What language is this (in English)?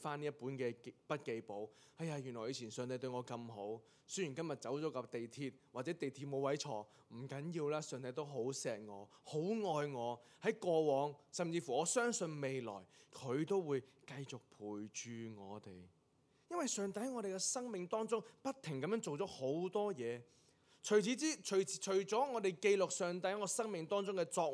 Cantonese